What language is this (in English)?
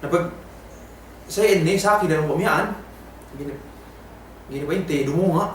Yakan